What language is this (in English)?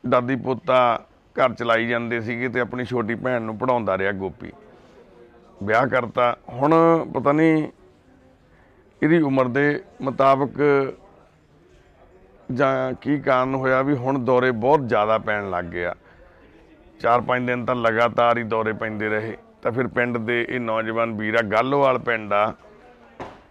Punjabi